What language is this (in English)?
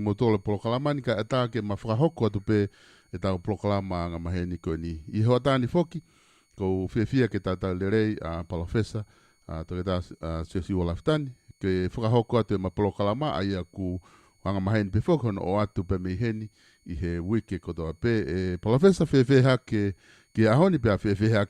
Tongan